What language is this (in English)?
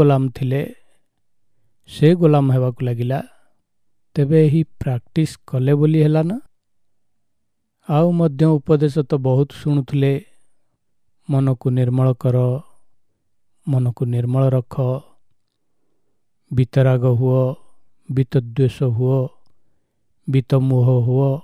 Odia